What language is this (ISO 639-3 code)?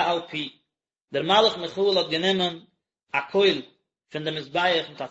yid